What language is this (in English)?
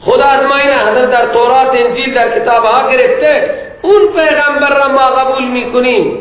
Persian